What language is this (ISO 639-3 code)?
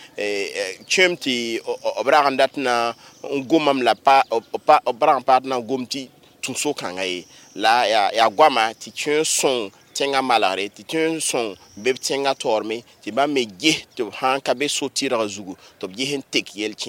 mos